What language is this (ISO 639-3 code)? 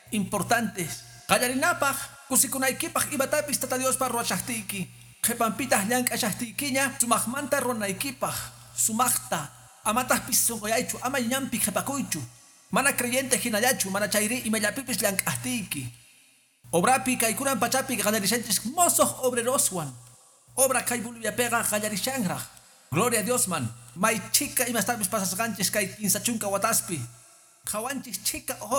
que